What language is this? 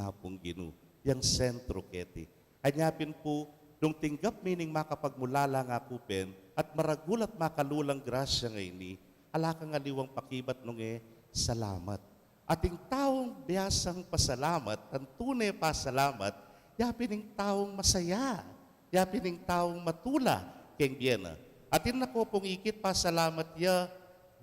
Pampanga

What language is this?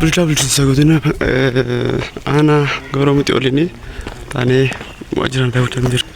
Oromo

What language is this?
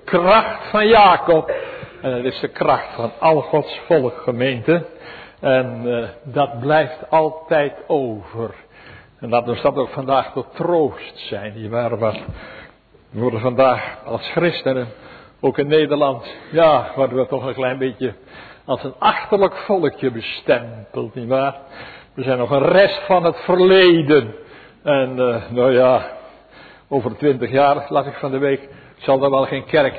Dutch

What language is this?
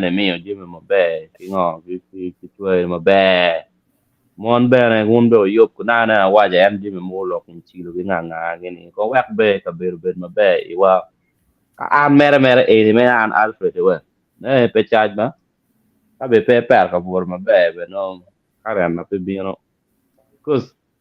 Acoli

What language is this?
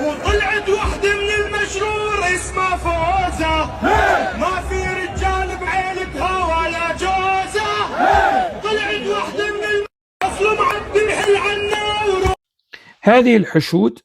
North Levantine Arabic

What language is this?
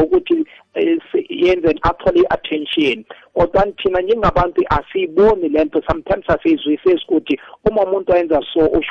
South Ndebele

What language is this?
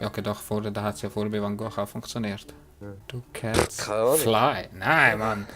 Swiss German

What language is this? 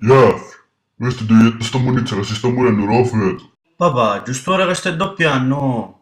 Sicilian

